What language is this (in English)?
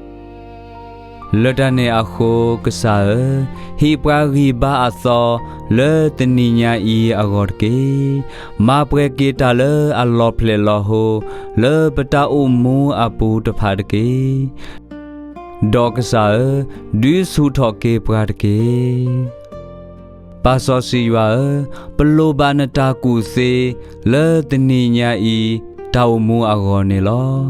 S'gaw Karen